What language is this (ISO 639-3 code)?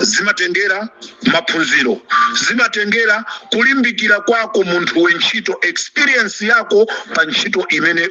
nya